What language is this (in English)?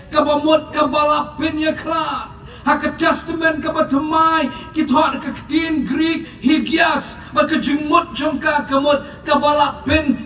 Khasi